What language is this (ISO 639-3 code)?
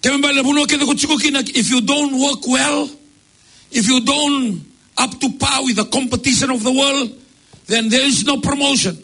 fij